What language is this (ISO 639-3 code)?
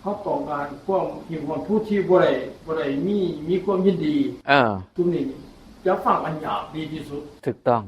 tts